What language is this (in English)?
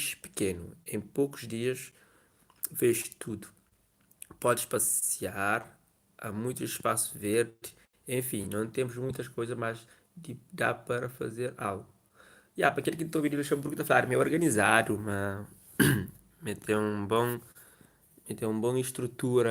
Kabuverdianu